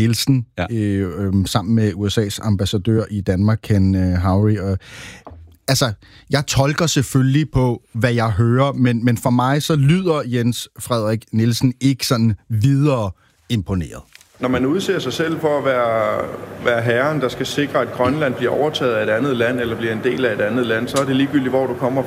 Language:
Danish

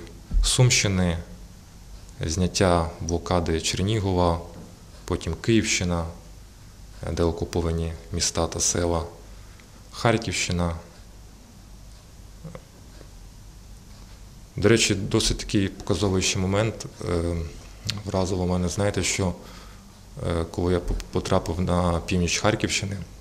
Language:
Ukrainian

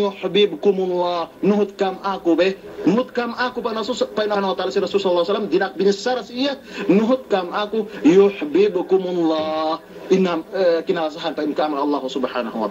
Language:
Yakan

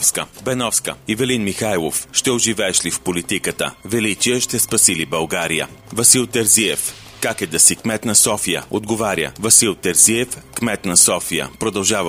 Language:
Bulgarian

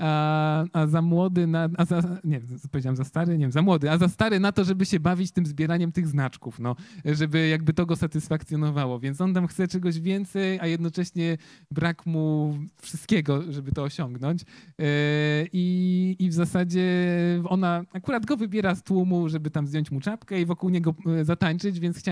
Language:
Polish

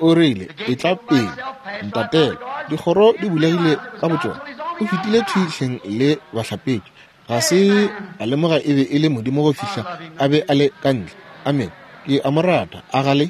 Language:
Northern Sotho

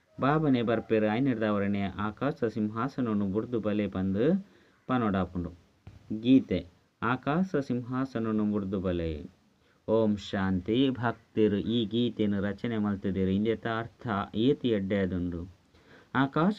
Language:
Tulu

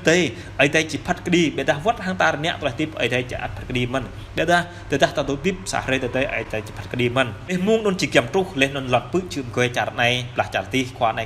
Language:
Jarai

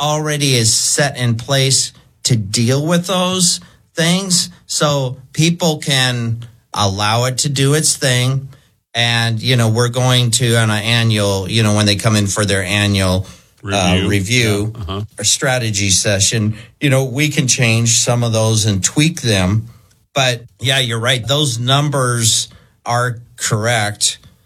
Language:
English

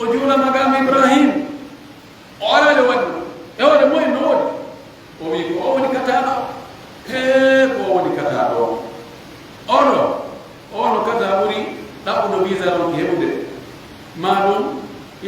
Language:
Pular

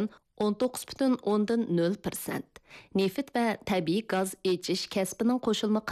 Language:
Uyghur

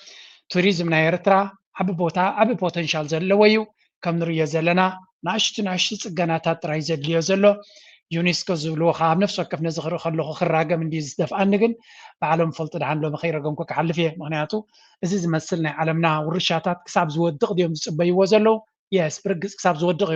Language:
Tigrinya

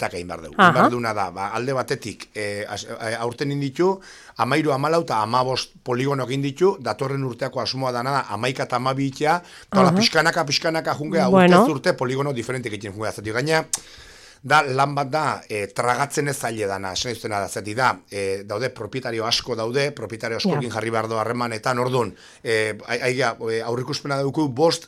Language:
Basque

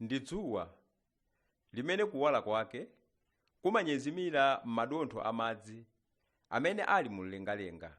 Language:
Nyanja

